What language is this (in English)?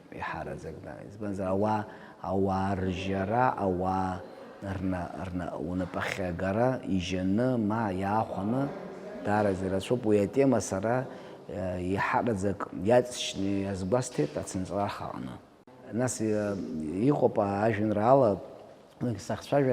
Abkhazian